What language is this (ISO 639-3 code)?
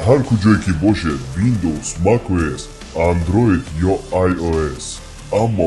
tgk